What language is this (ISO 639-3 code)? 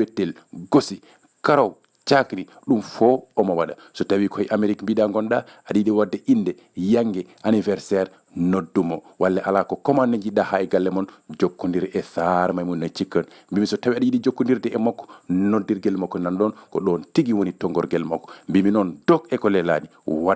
ful